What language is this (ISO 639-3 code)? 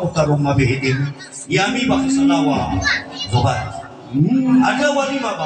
nia